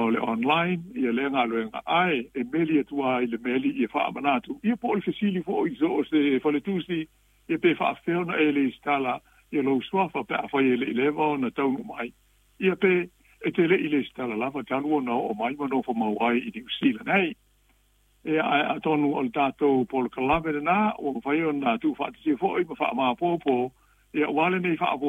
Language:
Samoan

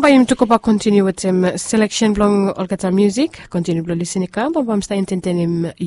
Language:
Bislama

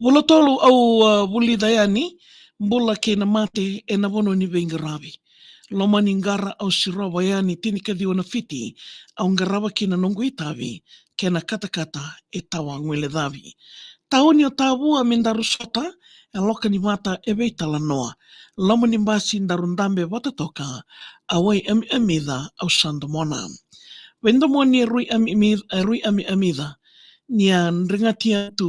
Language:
Fijian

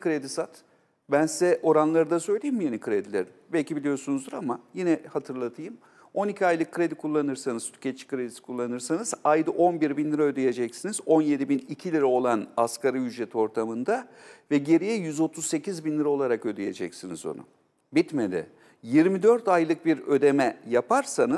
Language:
Turkish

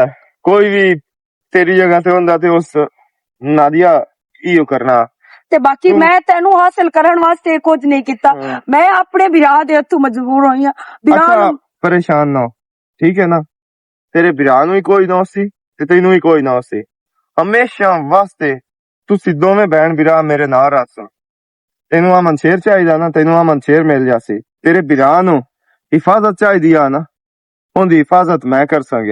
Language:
Western Panjabi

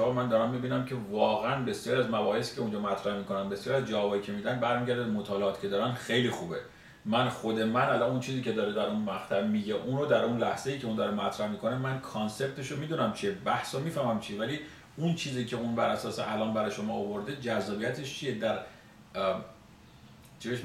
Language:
Persian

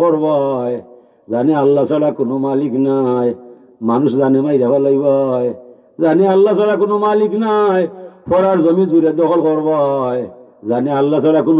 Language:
Sylheti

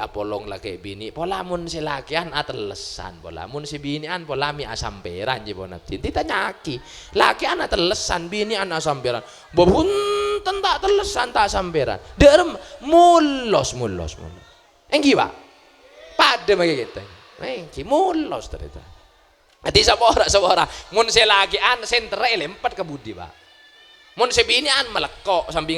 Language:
Madurese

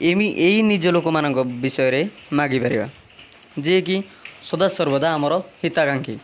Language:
Odia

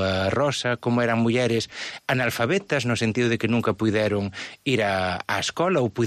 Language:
Galician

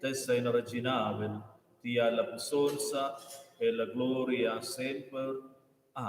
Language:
Romansh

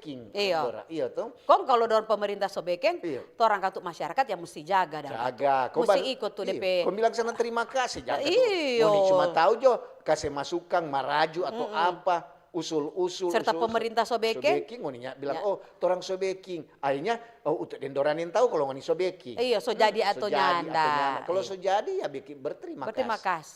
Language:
Manado Malay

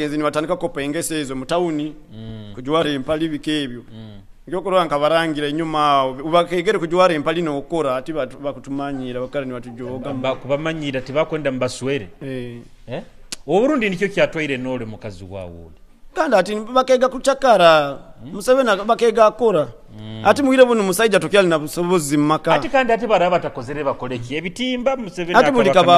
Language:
Nyoro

